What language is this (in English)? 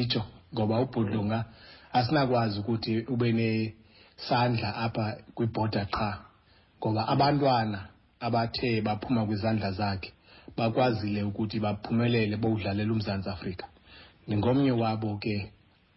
Xhosa